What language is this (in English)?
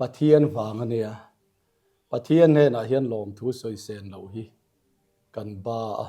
Mizo